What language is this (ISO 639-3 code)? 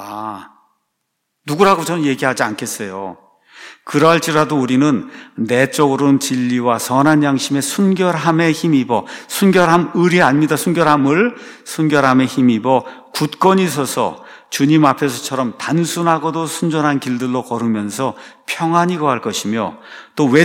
kor